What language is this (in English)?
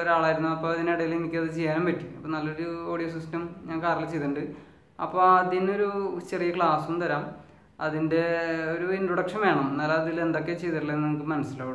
Malayalam